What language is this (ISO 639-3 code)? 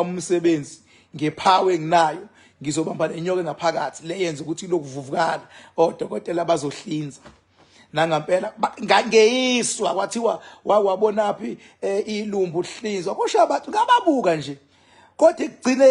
zul